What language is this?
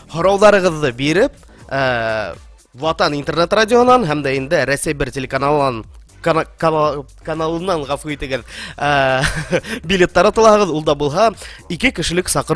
Bashkir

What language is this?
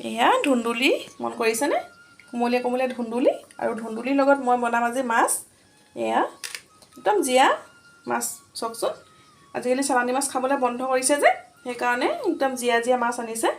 Assamese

